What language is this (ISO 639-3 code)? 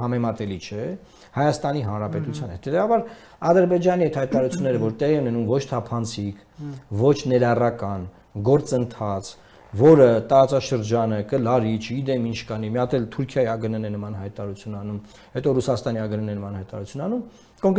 hye